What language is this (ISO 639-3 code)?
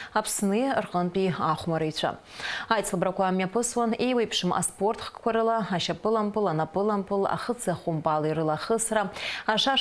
abk